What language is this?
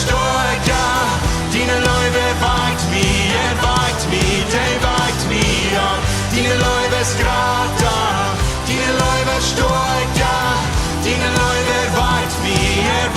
Plautdietsch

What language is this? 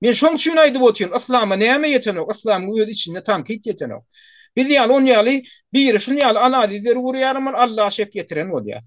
Turkmen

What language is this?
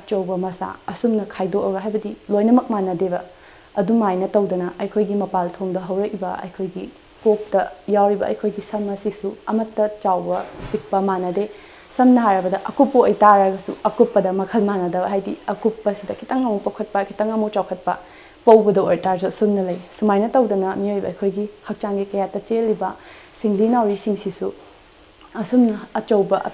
Manipuri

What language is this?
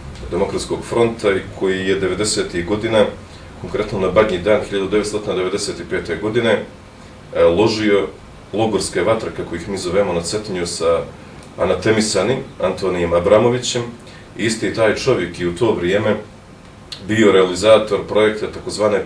Bosnian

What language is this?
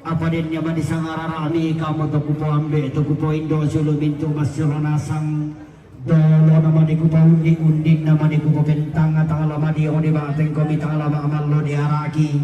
Toraja-Sa'dan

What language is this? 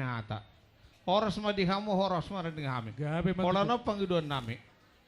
Batak Toba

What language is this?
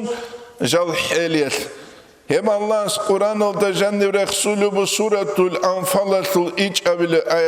Avaric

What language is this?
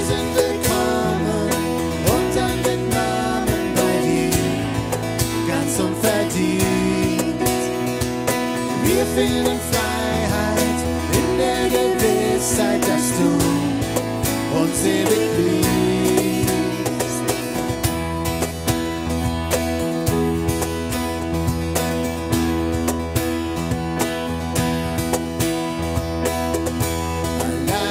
German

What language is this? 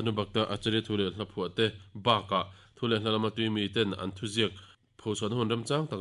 Mizo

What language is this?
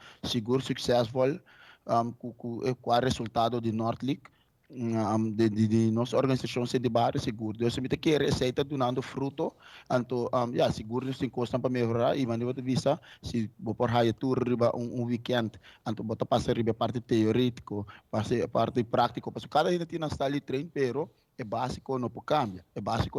Papiamento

